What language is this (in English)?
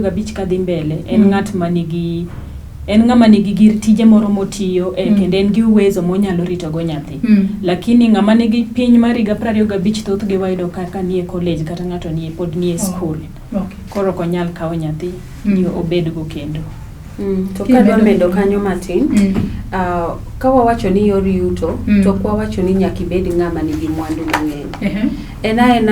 Luo (Kenya and Tanzania)